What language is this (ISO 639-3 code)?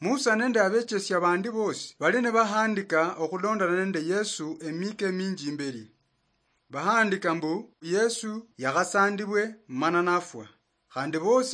luy